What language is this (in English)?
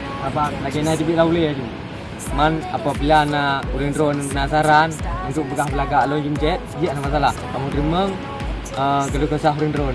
Achinese